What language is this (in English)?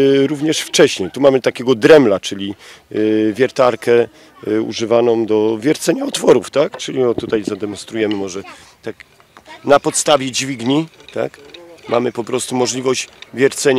Polish